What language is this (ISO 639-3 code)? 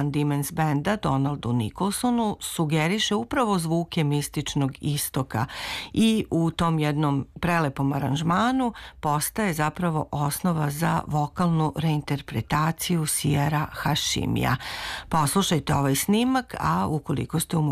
srp